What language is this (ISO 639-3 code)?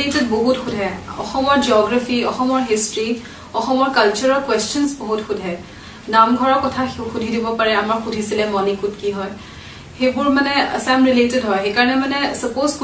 asm